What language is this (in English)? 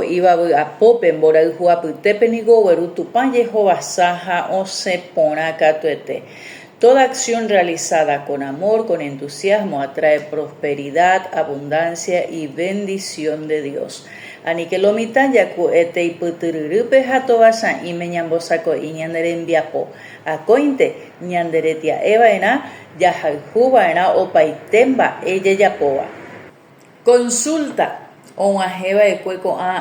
Guarani